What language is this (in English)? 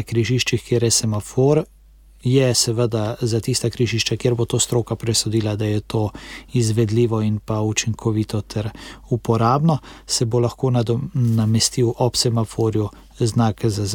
Slovenian